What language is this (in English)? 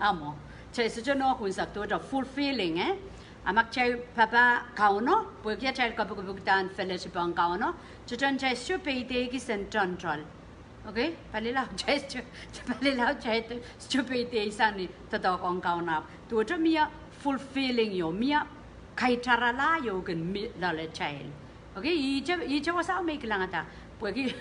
Pohnpeian